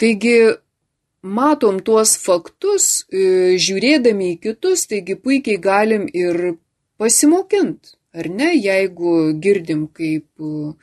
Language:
Lithuanian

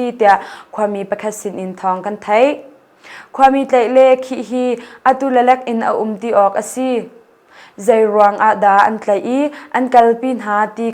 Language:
Hakha Chin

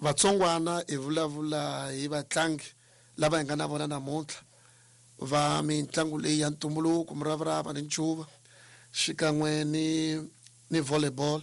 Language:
Tsonga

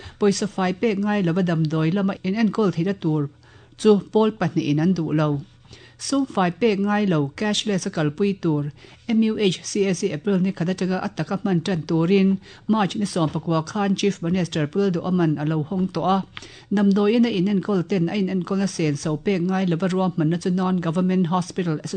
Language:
Mizo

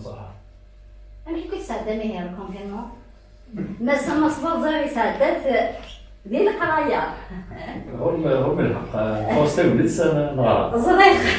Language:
Kabyle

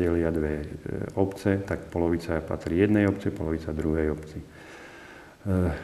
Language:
Slovak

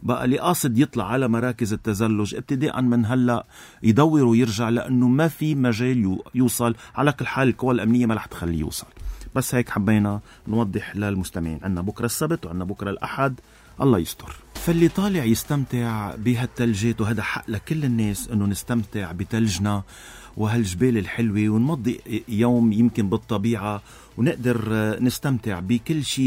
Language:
North Levantine Arabic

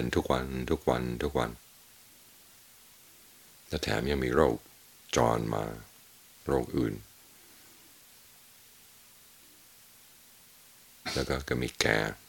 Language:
Thai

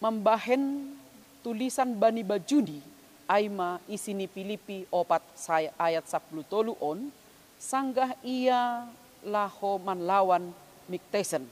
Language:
Batak Simalungun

